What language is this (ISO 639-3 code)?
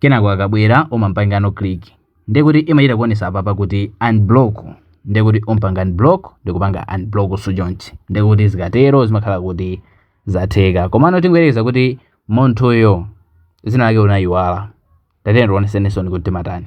nya